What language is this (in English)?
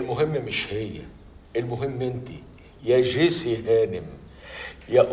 Egyptian Arabic